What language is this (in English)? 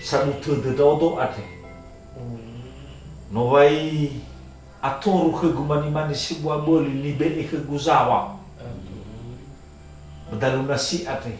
Nias